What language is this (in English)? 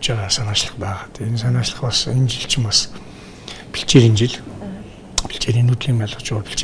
Mongolian